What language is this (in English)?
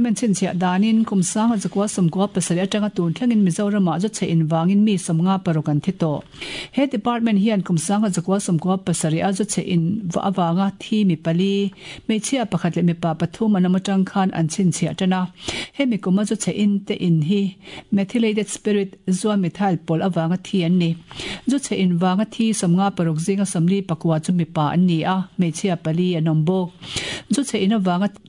Mizo